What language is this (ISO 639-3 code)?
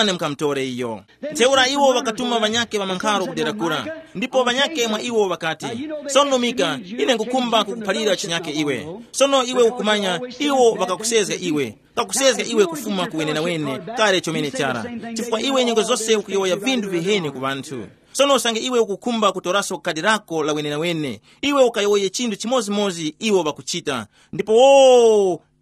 tum